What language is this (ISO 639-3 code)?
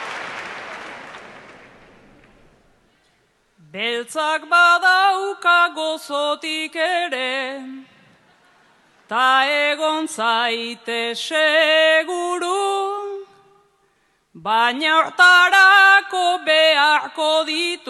eus